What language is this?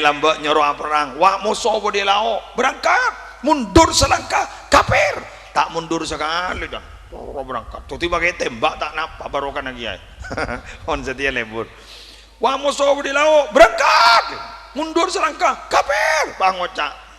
Madurese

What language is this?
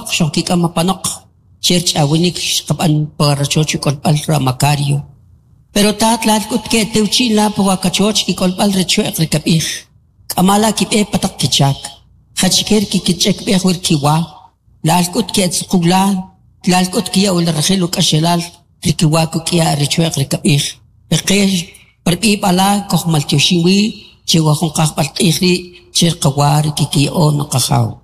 Kʼicheʼ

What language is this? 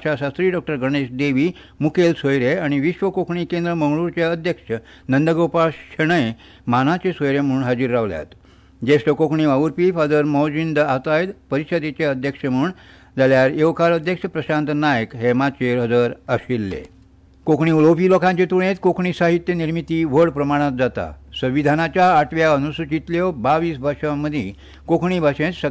Konkani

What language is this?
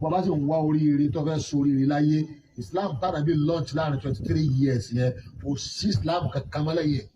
Yoruba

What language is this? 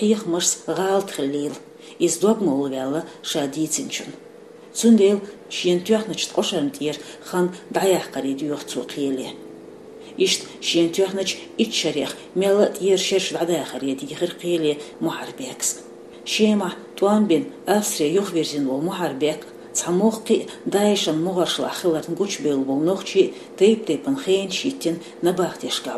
Chechen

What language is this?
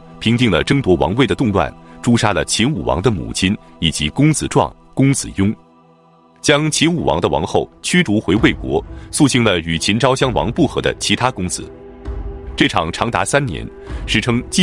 Chinese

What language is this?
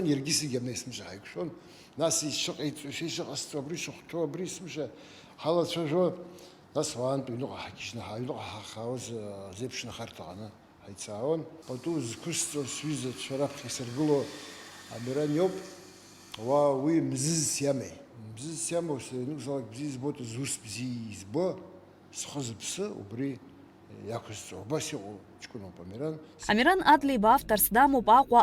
Abkhazian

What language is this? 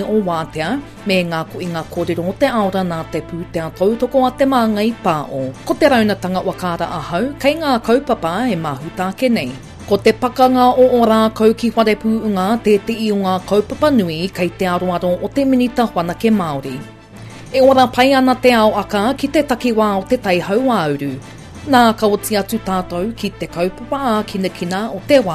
Māori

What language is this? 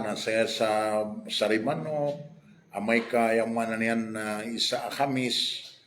Maranao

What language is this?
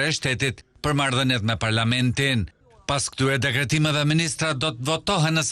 Albanian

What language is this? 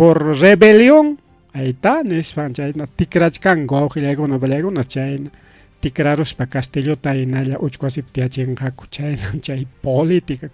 Ayacucho Quechua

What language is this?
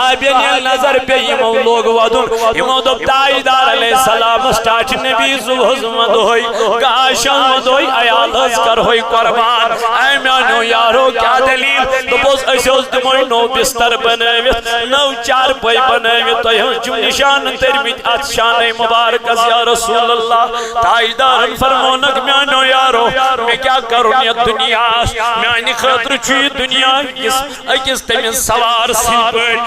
Kashmiri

